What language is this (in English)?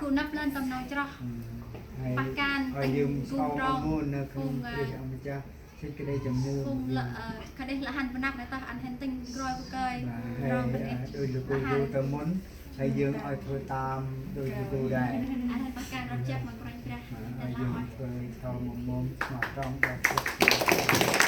Central Mnong